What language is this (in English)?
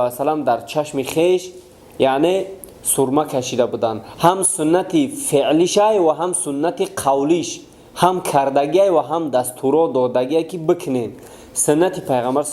Tajik